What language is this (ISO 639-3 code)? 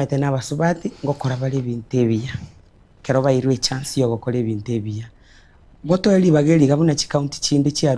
guz